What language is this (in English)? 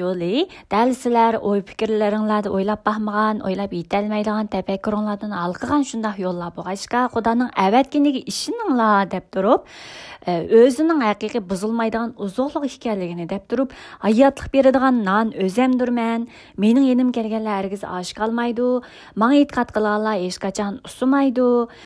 Uyghur